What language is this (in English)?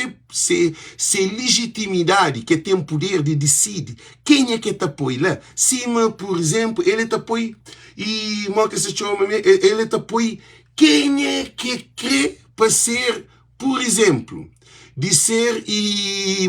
Kabuverdianu